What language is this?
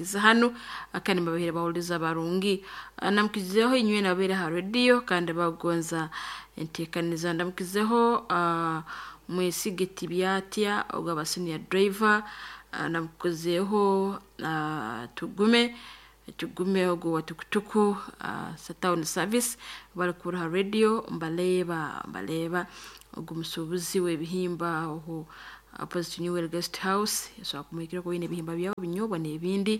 Nyoro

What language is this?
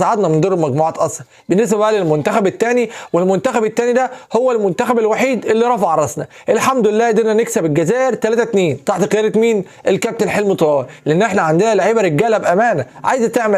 Egyptian Arabic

